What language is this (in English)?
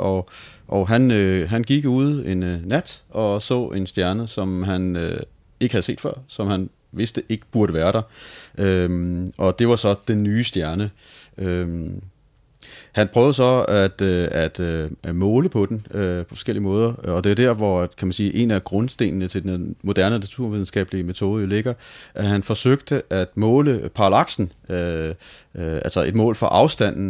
Danish